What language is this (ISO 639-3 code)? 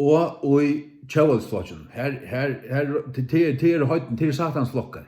fao